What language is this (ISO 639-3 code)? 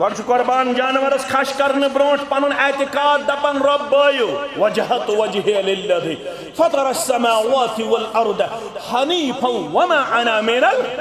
kas